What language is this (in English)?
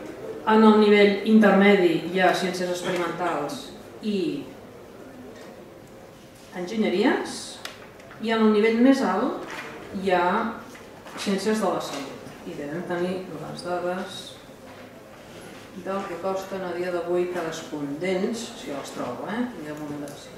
Catalan